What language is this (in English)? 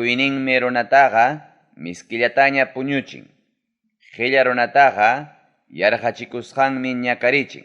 Ayacucho Quechua